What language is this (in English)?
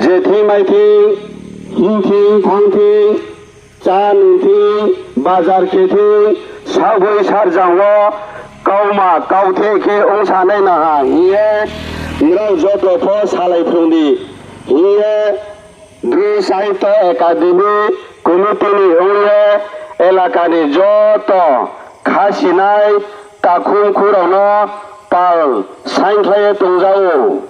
Riang (India)